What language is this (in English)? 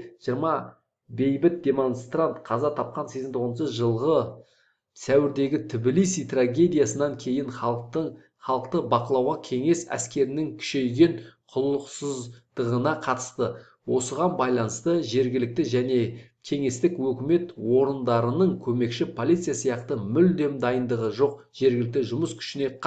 Kazakh